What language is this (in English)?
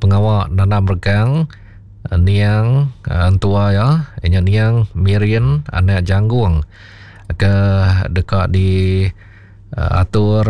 Iban